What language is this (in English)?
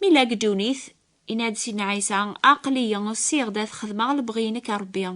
Kabyle